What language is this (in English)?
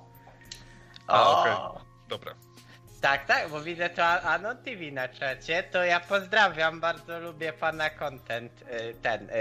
Polish